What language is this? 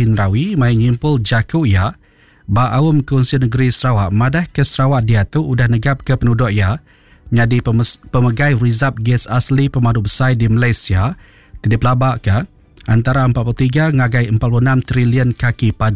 Iban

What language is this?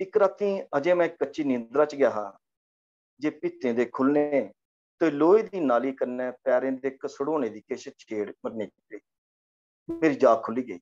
Dogri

